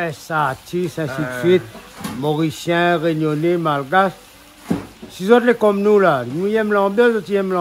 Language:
Réunion Creole French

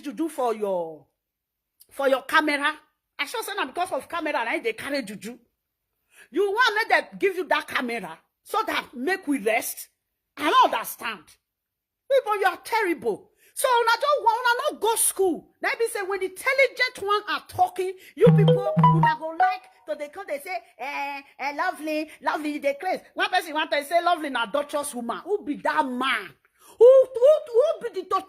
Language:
Nigerian Pidgin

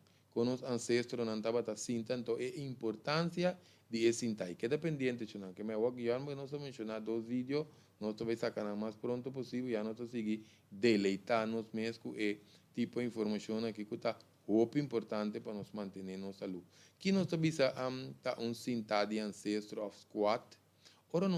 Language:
Papiamento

